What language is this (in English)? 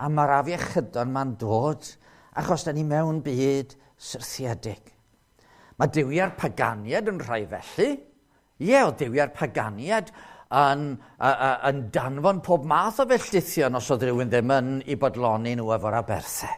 Welsh